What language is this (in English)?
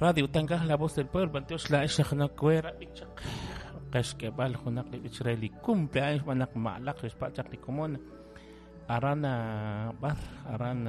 Kekchí